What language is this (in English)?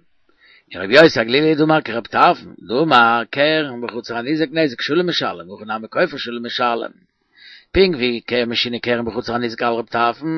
Yiddish